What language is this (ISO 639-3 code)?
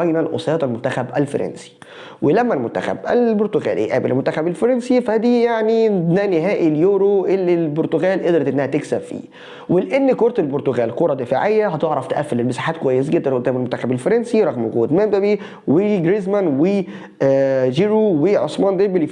arz